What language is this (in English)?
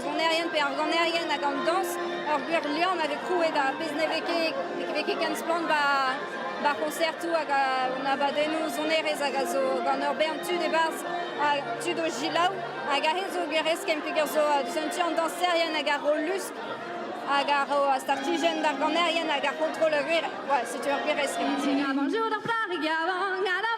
Breton